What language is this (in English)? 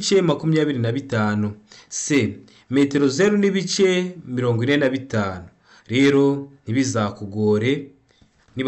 Kinyarwanda